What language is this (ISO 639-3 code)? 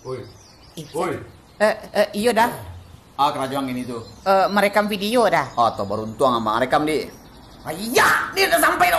min